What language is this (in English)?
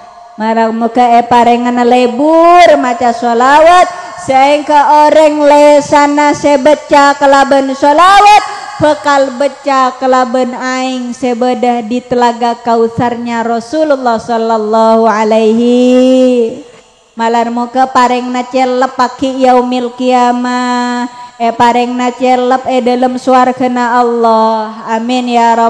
Madurese